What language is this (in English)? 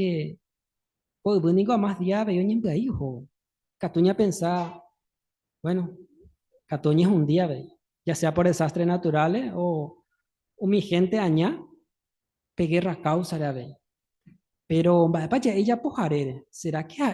Guarani